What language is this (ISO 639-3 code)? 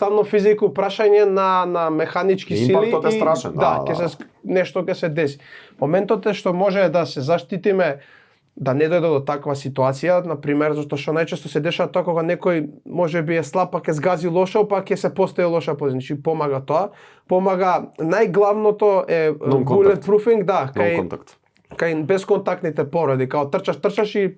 mkd